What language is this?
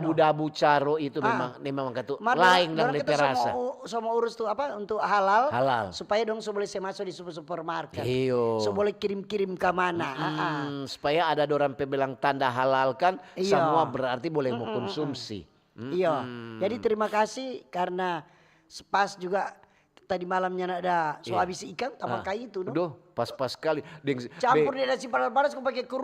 Manado Malay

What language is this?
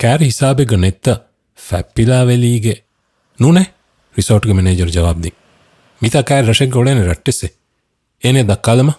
Divehi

